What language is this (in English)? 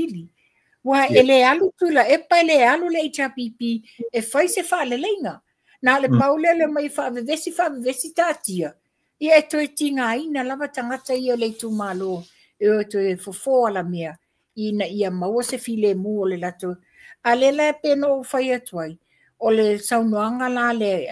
Samoan